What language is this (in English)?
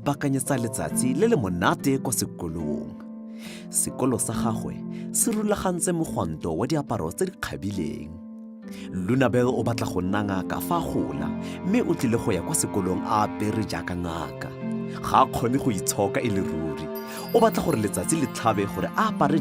Tswana